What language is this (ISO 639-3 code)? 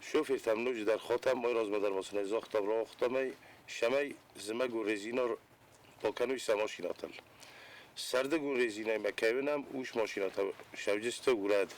oss